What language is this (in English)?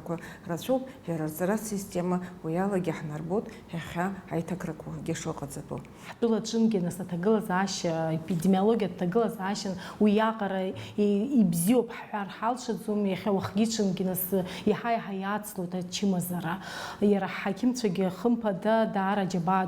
Abkhazian